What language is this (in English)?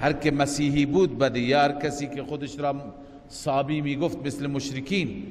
Persian